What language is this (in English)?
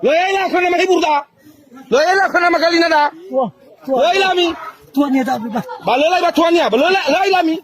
Nias